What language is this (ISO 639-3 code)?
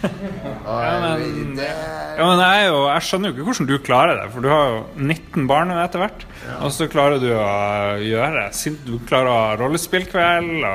nor